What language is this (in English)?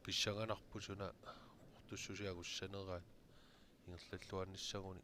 Kalaallisut